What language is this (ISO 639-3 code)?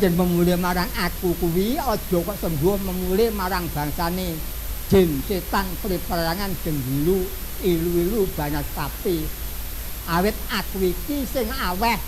jav